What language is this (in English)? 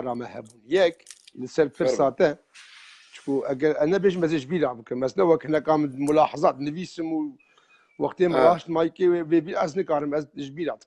Kurdish